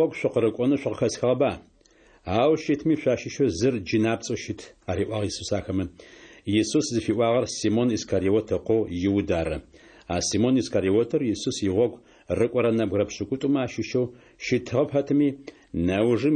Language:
Adyghe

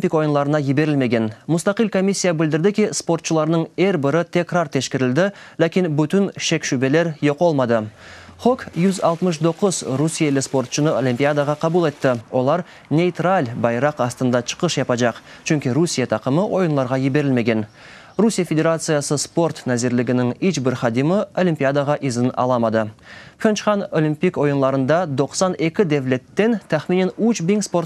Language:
Crimean Tatar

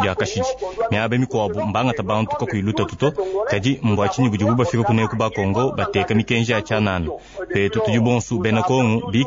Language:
Luba-Lulua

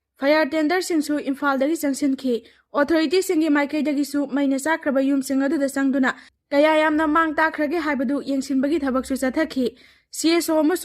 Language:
Manipuri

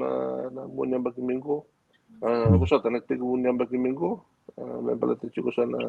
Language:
Fijian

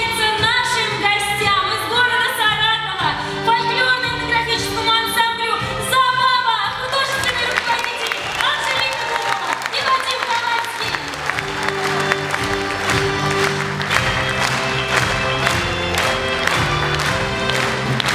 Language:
Russian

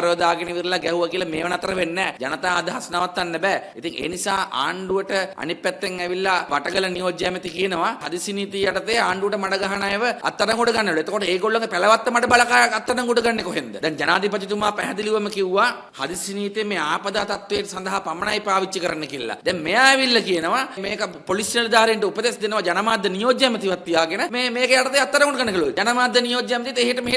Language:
Sinhala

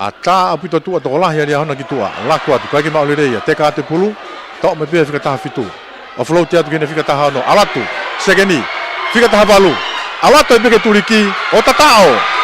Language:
Tongan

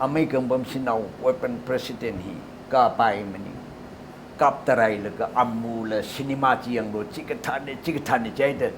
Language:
Tangkhul Naga (India)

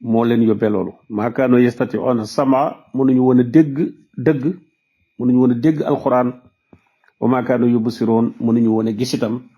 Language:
Wolof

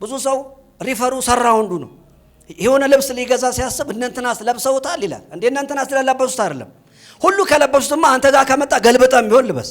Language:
Amharic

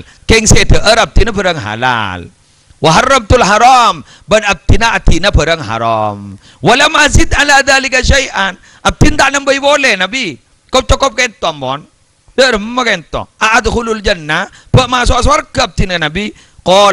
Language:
Madurese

